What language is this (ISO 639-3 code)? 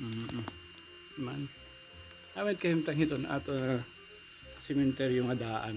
war